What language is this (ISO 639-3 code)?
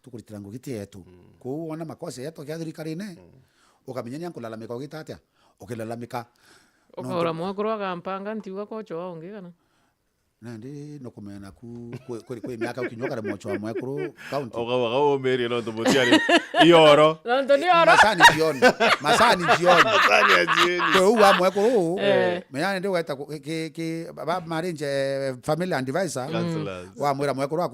mer